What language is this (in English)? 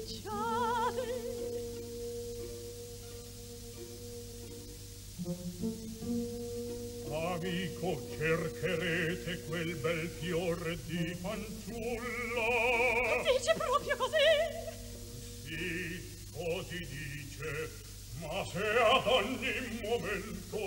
Italian